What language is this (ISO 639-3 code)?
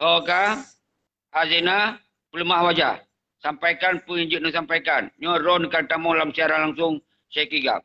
ace